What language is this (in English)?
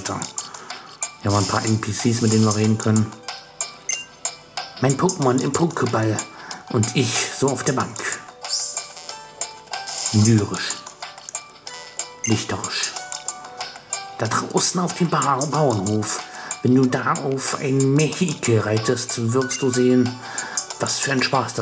German